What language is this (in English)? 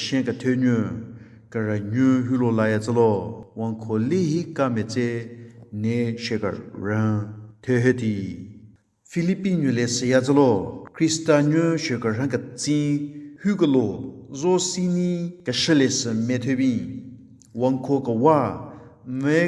Southern Rengma Naga